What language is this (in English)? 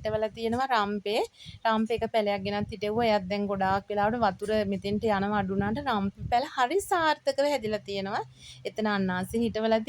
Sinhala